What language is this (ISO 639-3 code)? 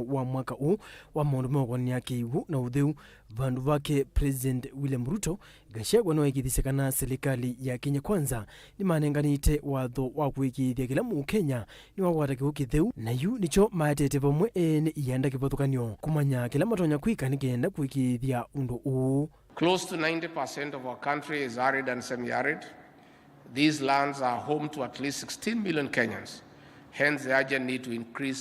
kam